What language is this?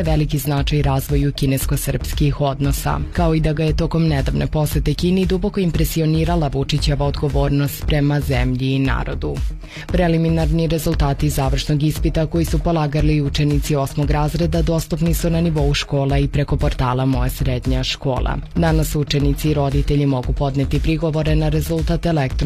Serbian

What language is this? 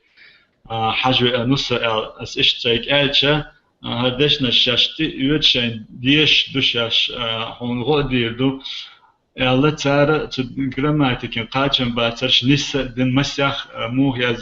Chechen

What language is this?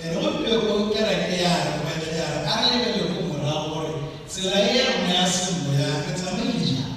Tswana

